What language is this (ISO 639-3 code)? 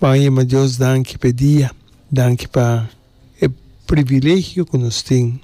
pap